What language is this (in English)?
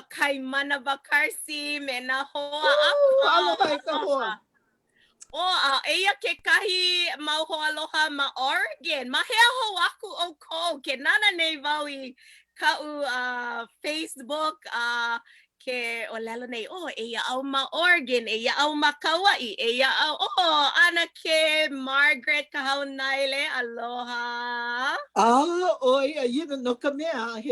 Hawaiian